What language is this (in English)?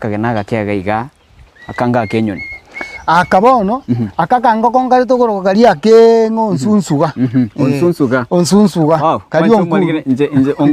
Gusii